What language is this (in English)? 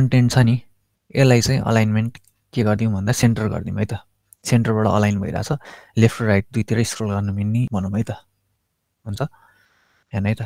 Nepali